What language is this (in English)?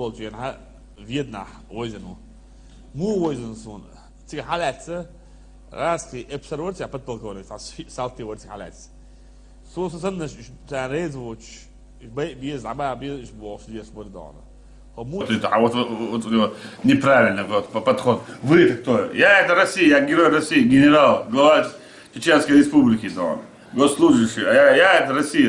Chechen